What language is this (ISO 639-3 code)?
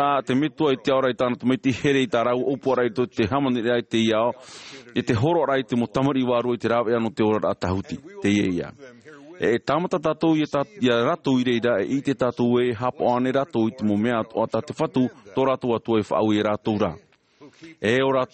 tah